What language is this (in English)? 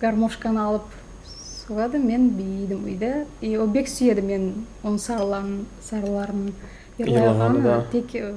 Kumyk